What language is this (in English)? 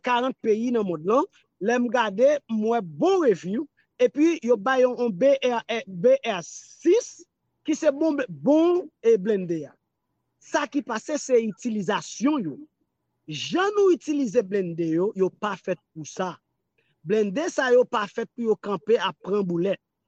Haitian Creole